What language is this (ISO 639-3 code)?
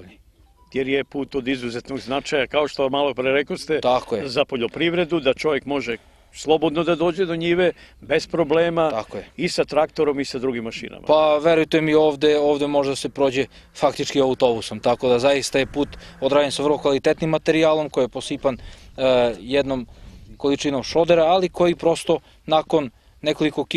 srp